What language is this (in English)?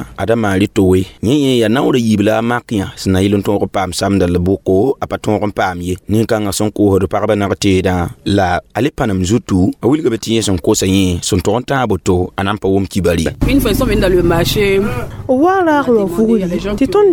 Mossi